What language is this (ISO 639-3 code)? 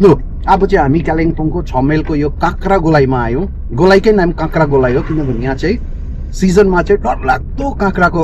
nep